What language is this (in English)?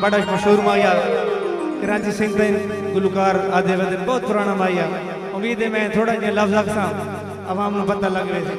Saraiki